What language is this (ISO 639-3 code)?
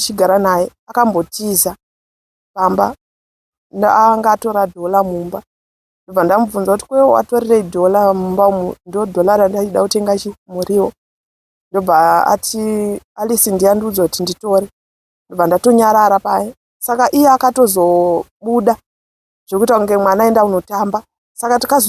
sna